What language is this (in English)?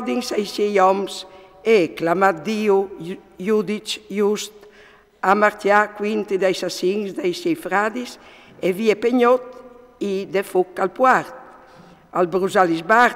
Friulian